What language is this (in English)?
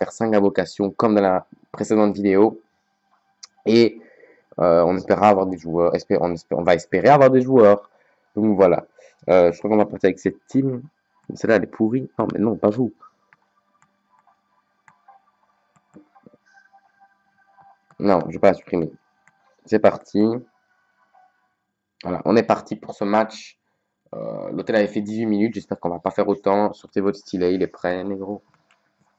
French